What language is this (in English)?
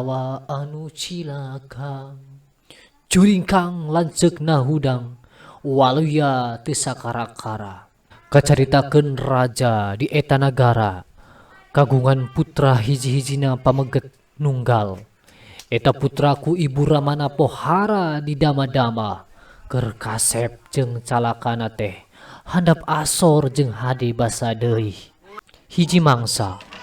Sundanese